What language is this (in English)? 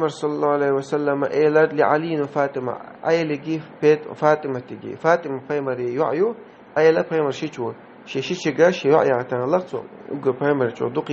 Chechen